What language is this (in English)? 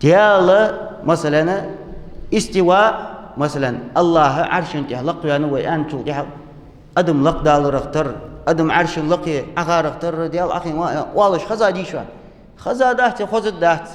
Ingush